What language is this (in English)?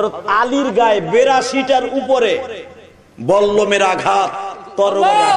Bangla